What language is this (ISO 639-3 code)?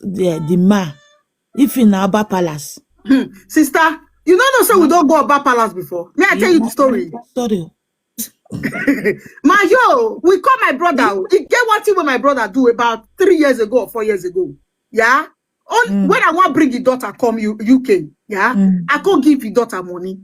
pcm